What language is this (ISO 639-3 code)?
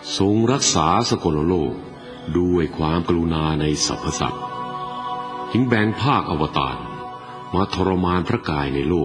tha